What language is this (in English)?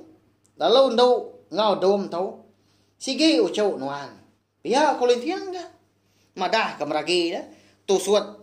Iban